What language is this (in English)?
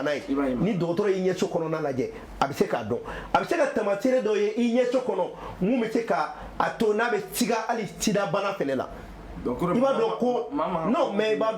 Bambara